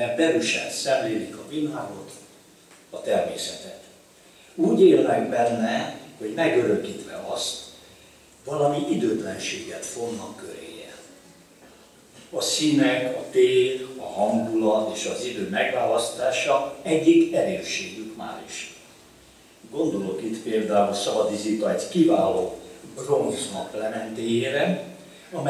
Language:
Hungarian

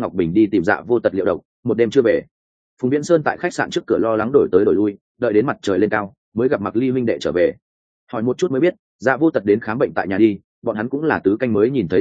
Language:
Vietnamese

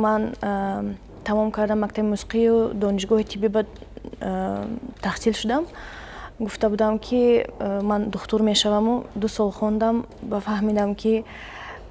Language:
Tajik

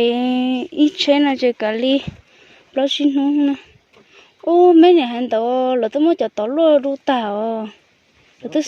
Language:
Hmong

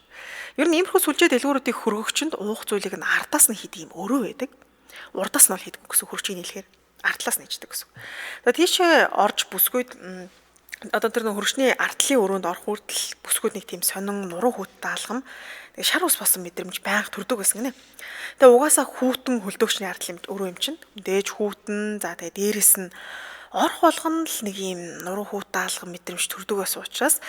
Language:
Mongolian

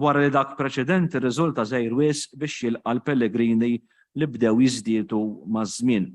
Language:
Maltese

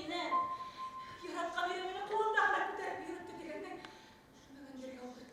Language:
Bashkir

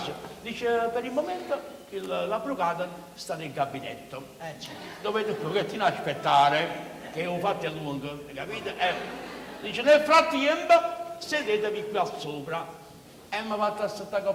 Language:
Neapolitan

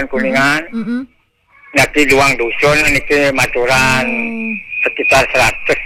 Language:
Balinese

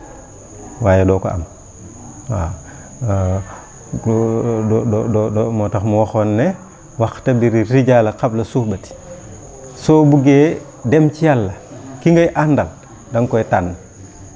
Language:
Wolof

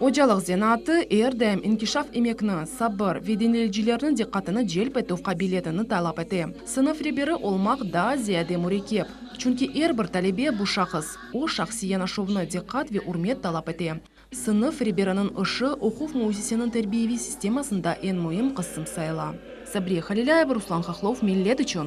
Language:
Crimean Tatar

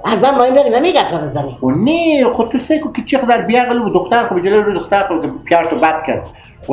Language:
Persian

